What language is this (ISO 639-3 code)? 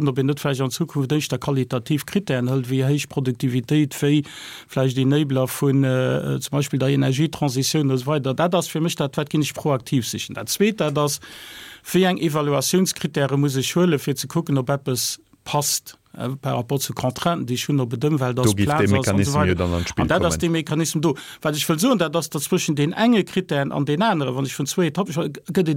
ltz